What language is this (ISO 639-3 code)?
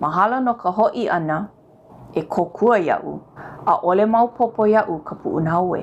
haw